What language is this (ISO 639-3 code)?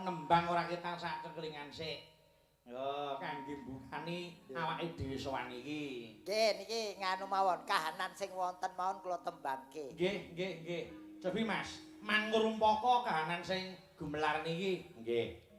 jav